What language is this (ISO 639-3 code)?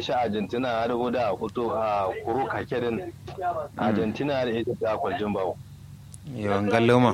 kau